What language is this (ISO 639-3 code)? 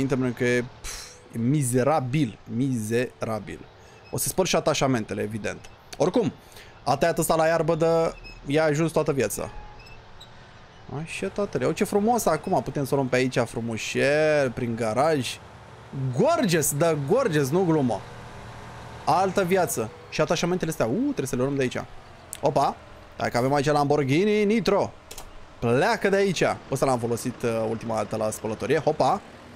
ron